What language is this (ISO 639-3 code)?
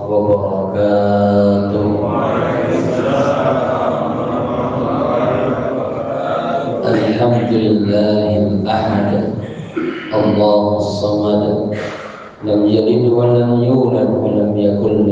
ind